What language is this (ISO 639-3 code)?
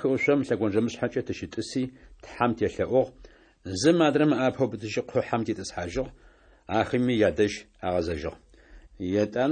ady